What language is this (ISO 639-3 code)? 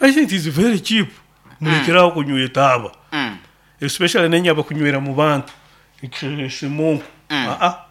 nyo